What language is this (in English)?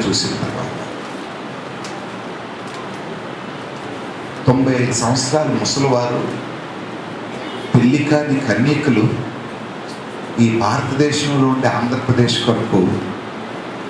Telugu